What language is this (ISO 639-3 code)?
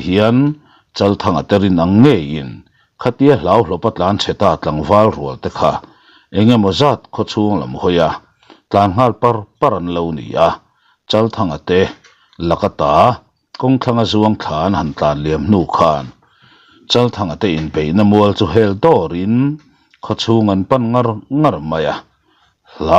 lus